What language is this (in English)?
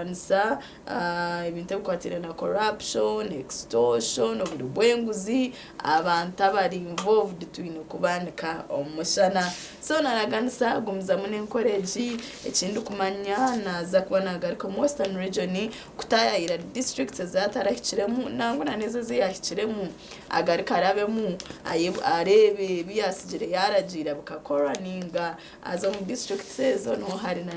Nyankole